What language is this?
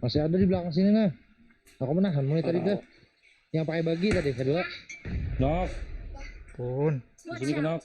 Banjar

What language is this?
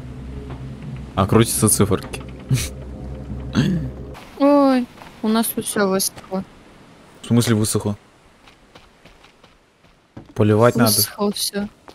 Russian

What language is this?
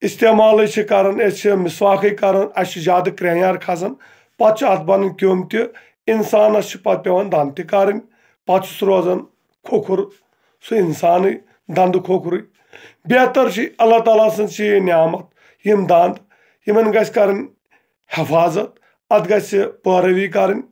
Kashmiri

